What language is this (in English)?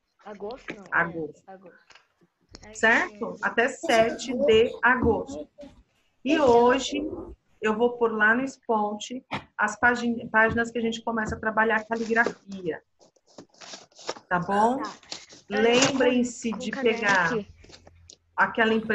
Portuguese